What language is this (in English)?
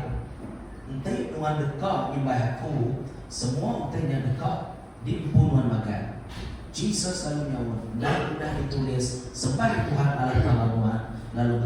Iban